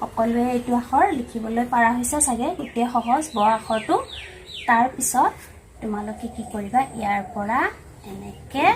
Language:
Assamese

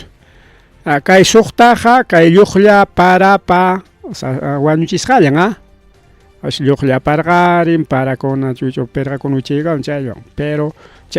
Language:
Ayacucho Quechua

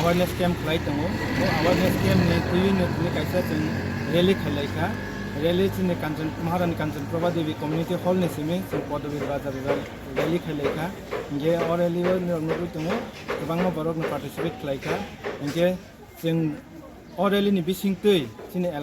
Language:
Kok Borok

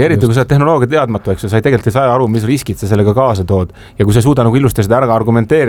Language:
Estonian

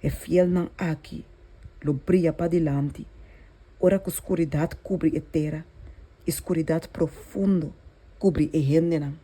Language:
Papiamento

